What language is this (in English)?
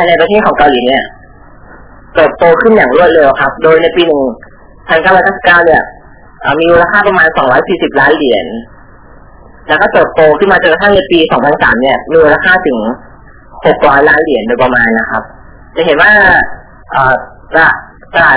Thai